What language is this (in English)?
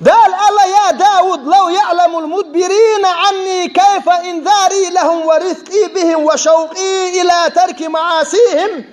Chechen